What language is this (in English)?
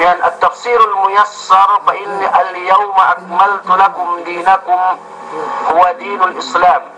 Yakan